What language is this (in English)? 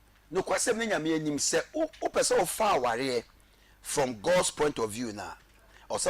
Akan